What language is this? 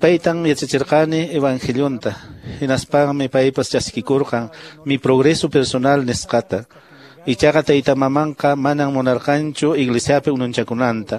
Quechua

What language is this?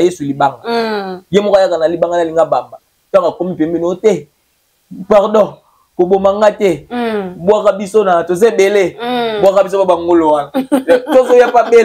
Lingala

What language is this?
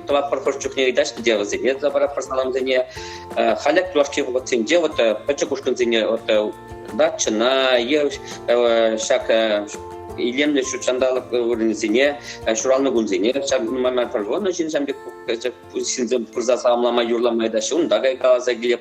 Chuvash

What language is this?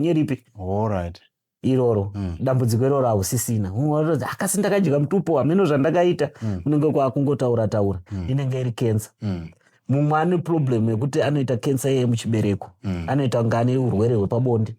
Shona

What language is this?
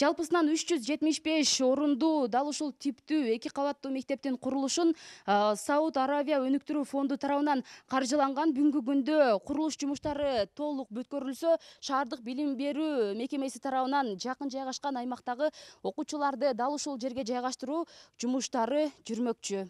Kyrgyz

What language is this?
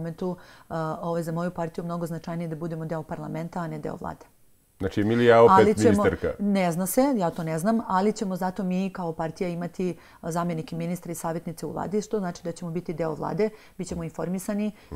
Serbian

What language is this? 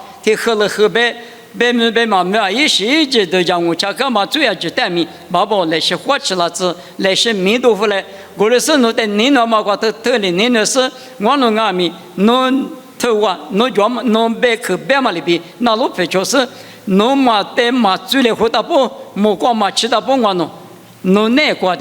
Lisu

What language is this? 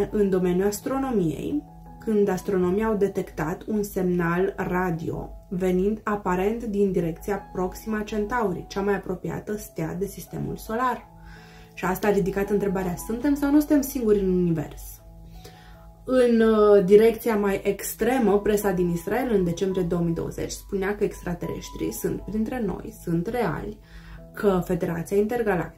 Romanian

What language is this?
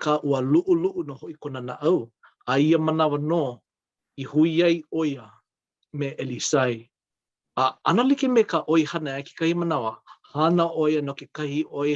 Hawaiian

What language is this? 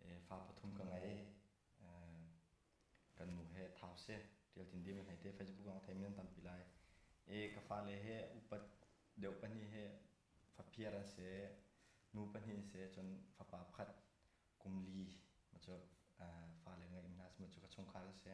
Hakha Chin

